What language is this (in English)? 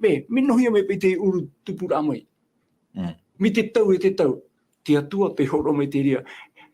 Tahitian